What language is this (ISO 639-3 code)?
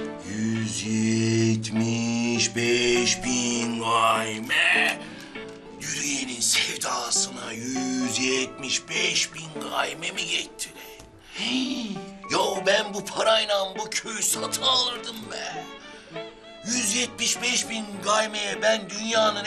tur